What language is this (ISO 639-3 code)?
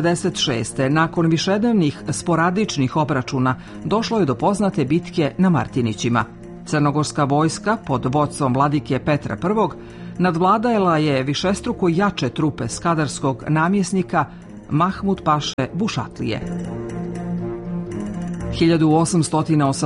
srp